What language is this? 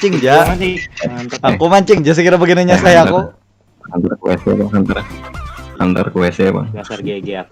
Banjar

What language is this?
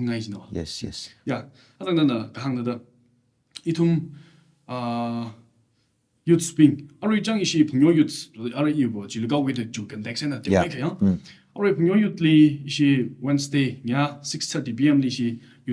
Tangkhul Naga (India)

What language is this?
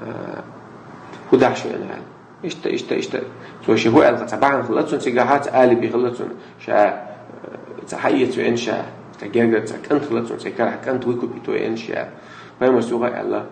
Chechen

